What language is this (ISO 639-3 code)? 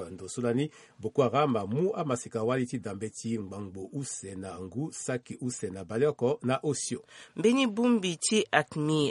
sag